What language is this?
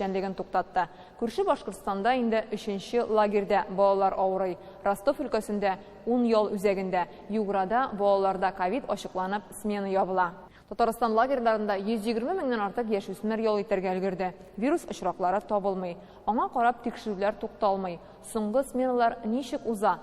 Tatar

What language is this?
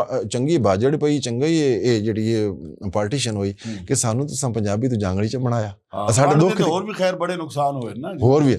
Western Panjabi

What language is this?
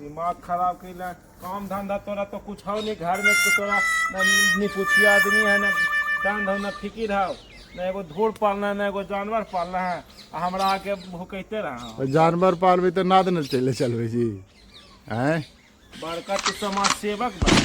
Magahi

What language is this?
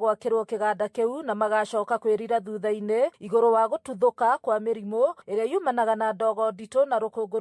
Kikuyu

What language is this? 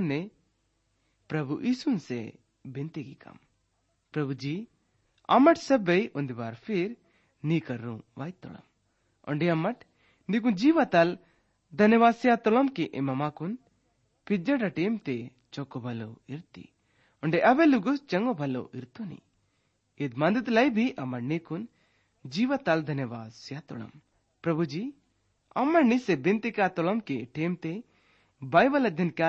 Gondi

